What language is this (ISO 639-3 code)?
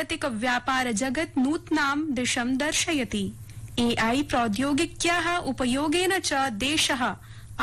san